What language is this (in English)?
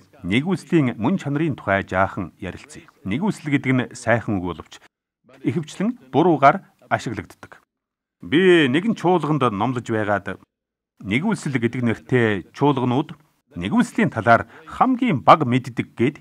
Mongolian